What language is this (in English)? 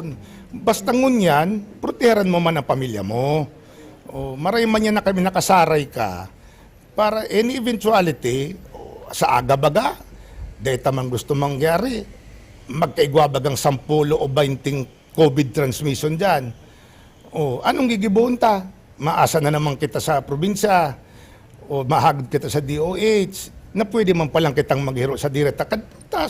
Bikol